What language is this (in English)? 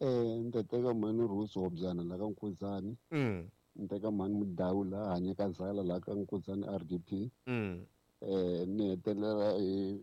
Tsonga